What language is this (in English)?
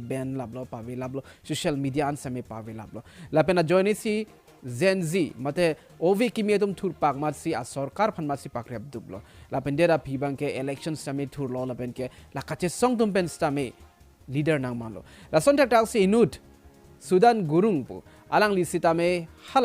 Karbi